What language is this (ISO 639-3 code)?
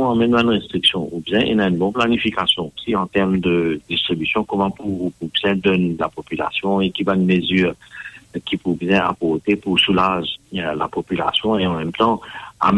mfe